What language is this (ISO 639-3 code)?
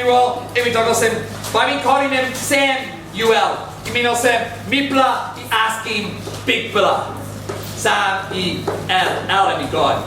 tpi